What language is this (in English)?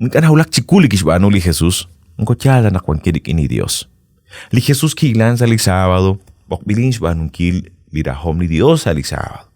Kekchí